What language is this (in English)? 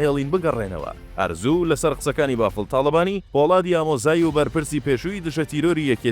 Central Kurdish